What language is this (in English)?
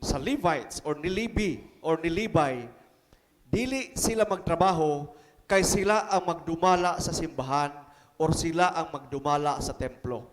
Cebuano